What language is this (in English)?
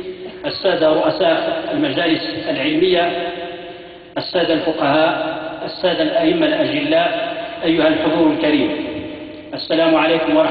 Arabic